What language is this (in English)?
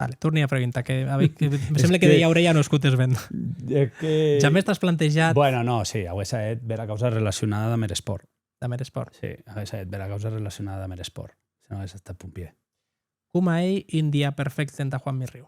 Occitan